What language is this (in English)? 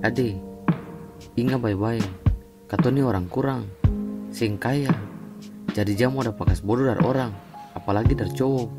Ambonese Malay